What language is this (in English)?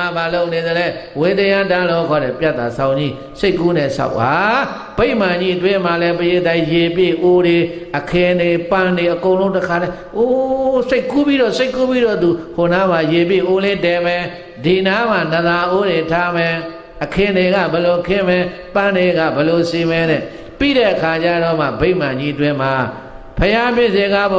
Burmese